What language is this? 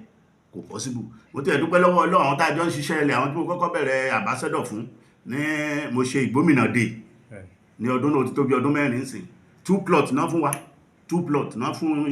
Yoruba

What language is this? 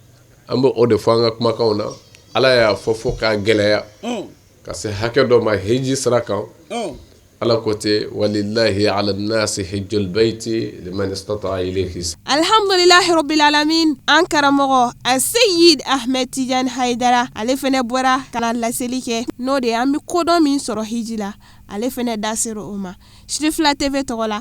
Bambara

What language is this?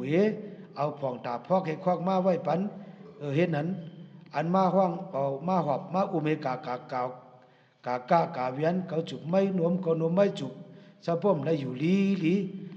Shan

